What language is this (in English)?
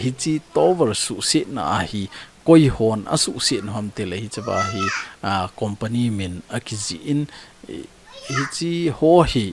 Thado Chin